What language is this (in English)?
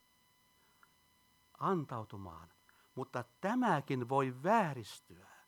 Finnish